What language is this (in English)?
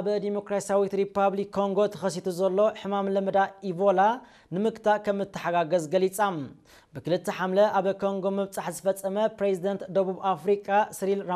Tigrinya